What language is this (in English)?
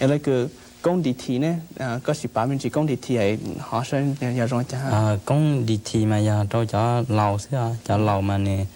Hmong